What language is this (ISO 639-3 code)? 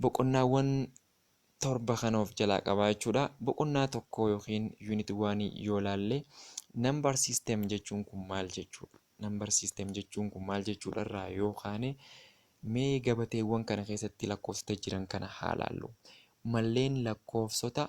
orm